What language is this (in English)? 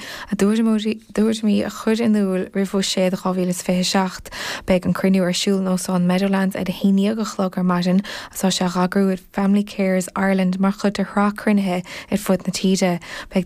Irish